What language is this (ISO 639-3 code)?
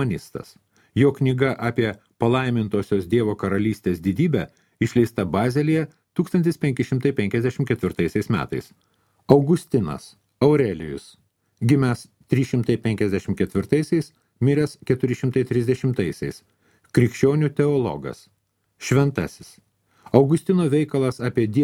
lit